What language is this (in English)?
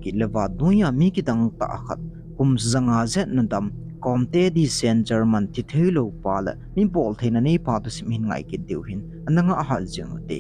Thado Chin